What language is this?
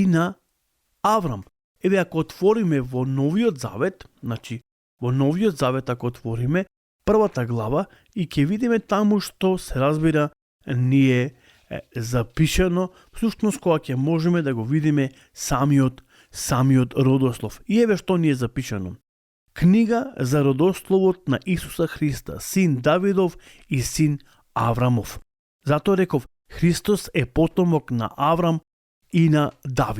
Macedonian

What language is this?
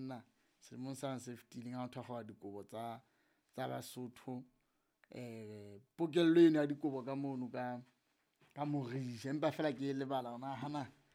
Southern Sotho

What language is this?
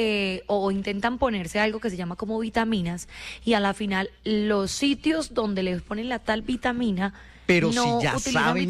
Spanish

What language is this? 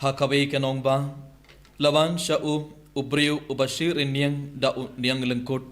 Khasi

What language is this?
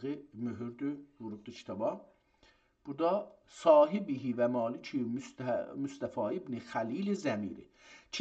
South Azerbaijani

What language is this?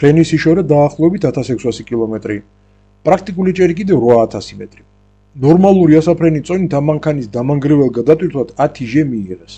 Georgian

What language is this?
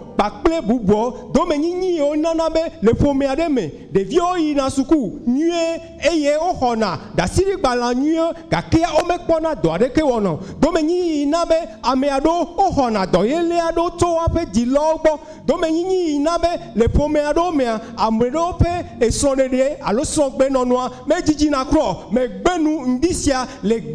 Ewe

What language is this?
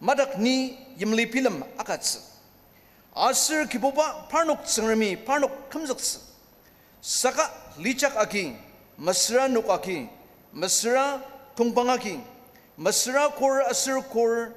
Ao Naga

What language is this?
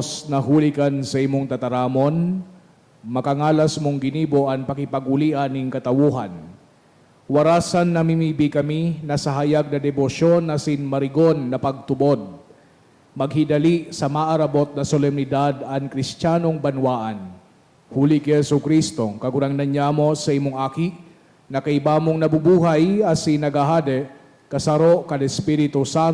Bikol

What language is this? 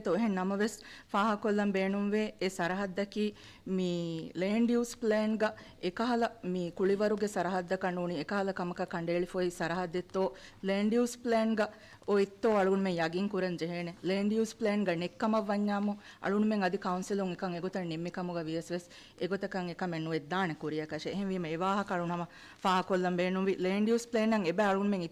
Divehi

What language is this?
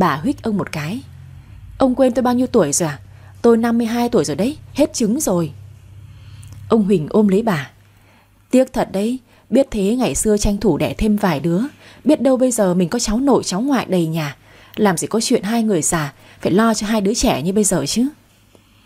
Vietnamese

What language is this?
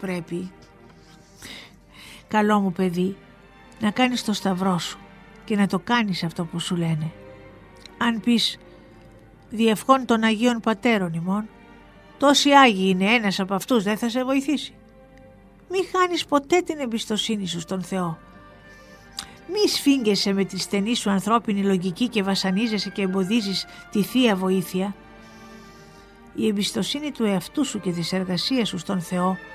Greek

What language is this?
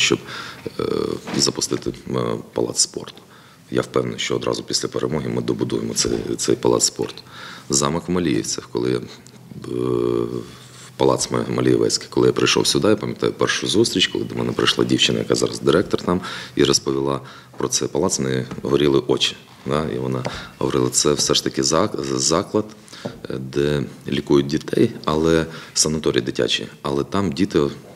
Ukrainian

